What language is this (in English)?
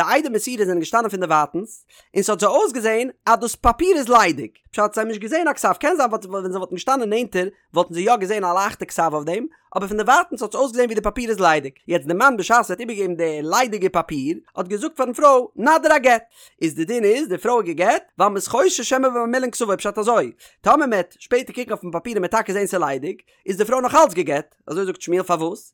Yiddish